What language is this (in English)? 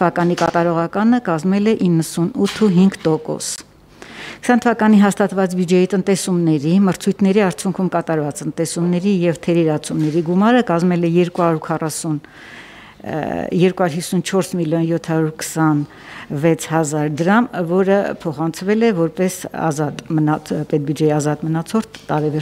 Armenian